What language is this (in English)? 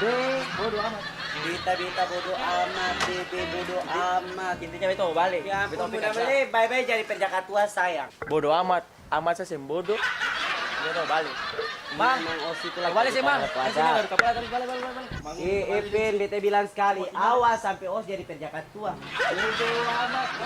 Ambonese Malay